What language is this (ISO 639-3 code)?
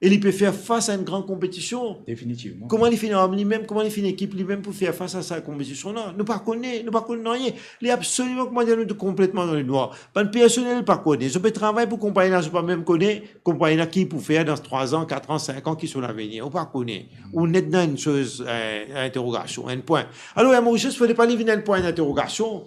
mfe